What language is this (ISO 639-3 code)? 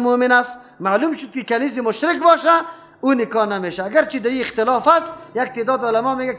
fas